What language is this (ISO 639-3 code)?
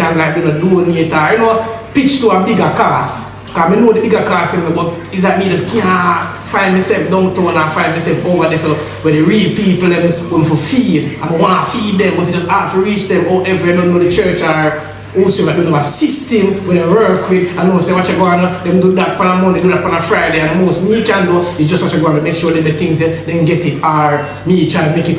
jam